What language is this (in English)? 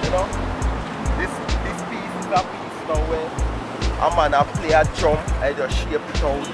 Jamaican Creole English